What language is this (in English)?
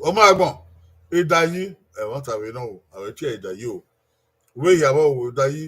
Bini